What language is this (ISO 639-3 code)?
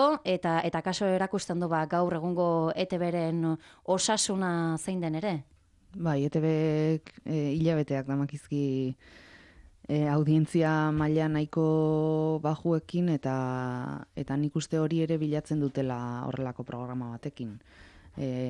eus